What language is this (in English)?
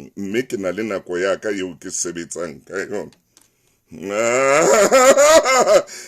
Southern Sotho